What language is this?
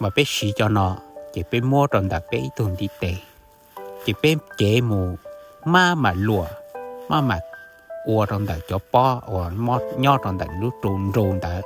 Hmong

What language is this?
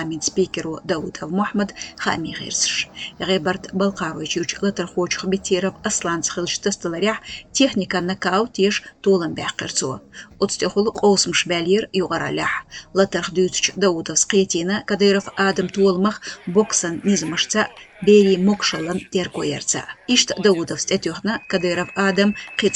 Chechen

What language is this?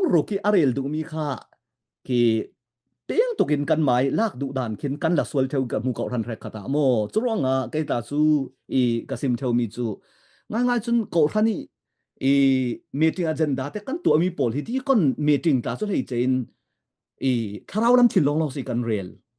Falam Chin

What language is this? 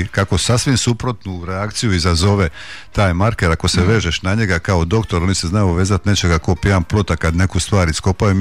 Croatian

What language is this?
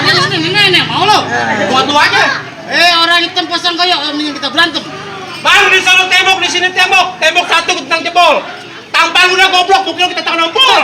Betawi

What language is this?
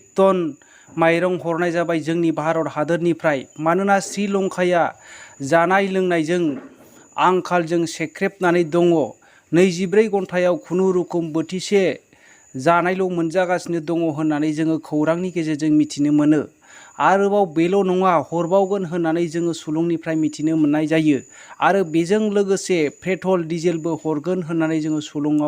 Bodo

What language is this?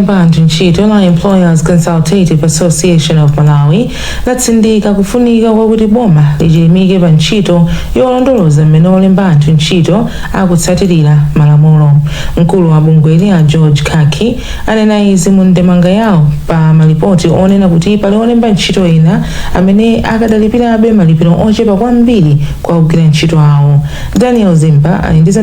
Nyanja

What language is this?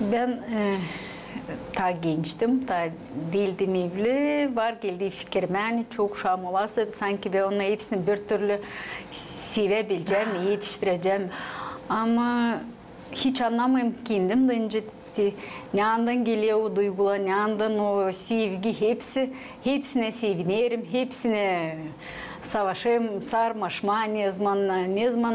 Gagauz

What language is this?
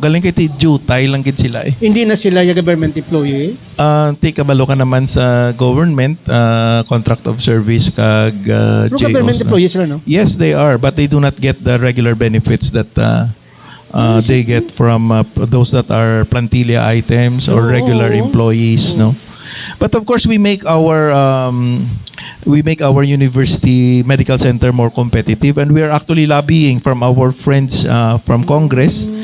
Hiligaynon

